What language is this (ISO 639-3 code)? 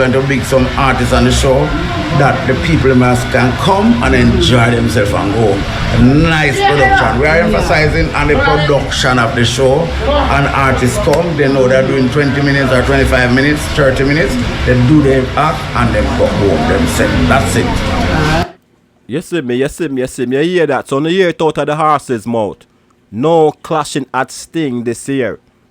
jam